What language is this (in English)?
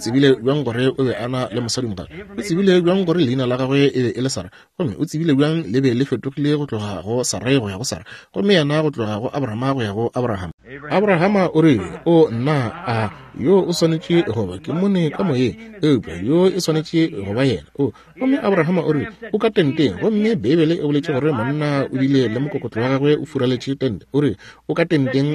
Northern Sotho